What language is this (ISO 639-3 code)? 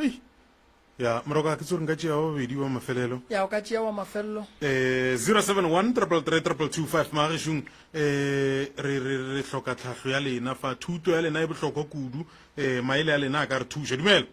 nso